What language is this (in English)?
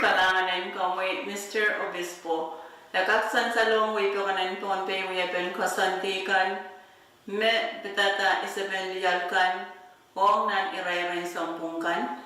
Pohnpeian